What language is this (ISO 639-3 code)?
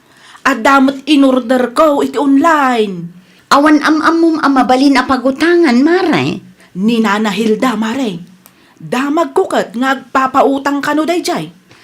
ilo